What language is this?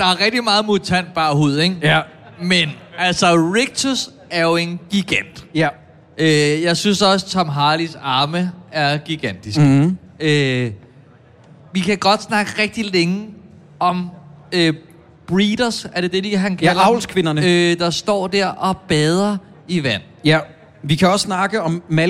Danish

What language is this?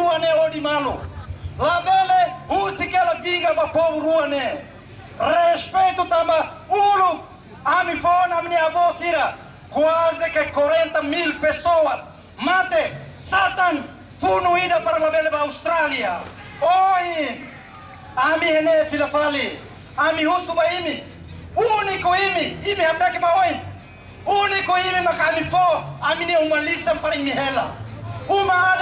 Tetum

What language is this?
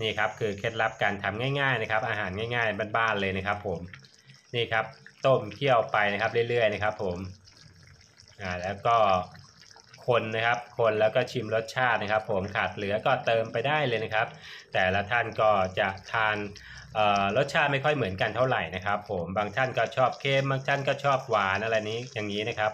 Thai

